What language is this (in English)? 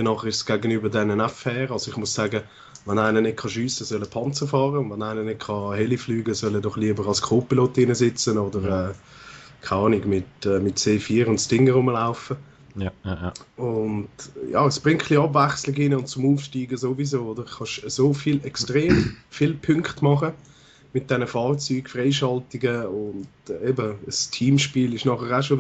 Swiss German